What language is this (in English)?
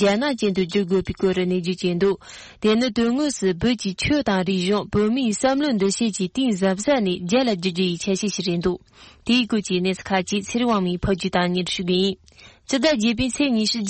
Tibetan